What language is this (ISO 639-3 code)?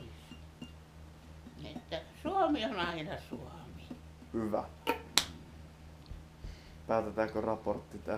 fin